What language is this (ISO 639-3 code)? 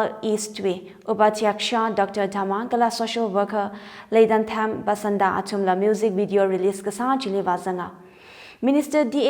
nmf